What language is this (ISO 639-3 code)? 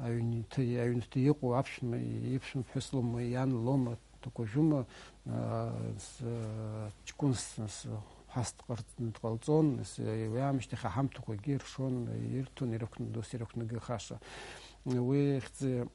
abk